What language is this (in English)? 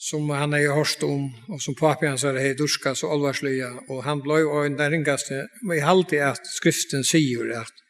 Faroese